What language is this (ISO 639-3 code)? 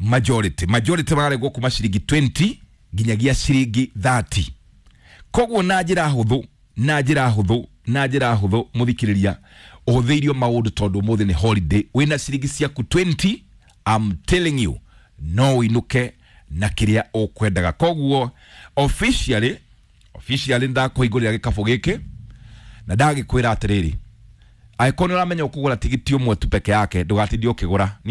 kik